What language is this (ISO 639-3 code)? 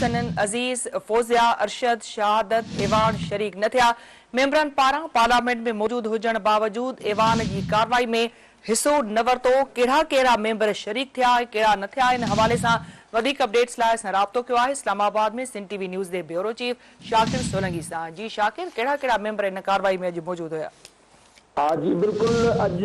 snd